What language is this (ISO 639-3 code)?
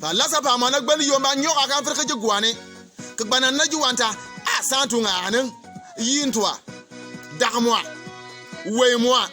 bim